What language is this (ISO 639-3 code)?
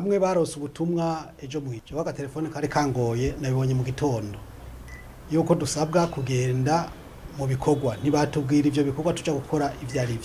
run